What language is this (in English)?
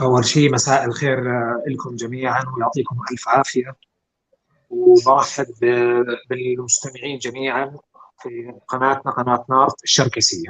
North Levantine Arabic